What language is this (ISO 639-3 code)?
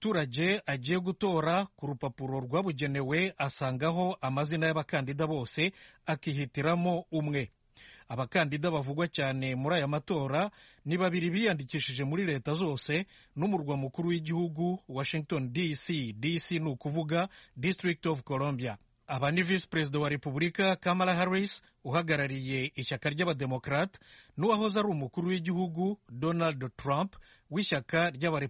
kin